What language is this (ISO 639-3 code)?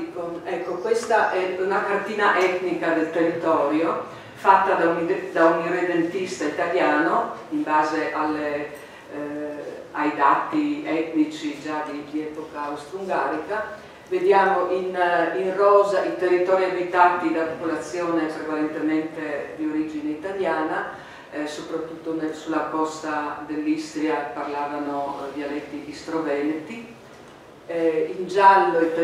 ita